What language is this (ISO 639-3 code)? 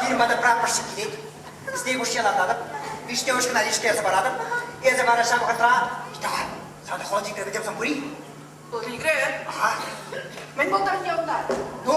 chv